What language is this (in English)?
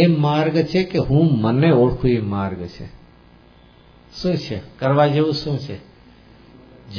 Gujarati